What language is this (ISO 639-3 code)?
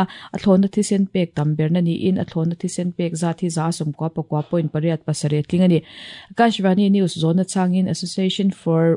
lus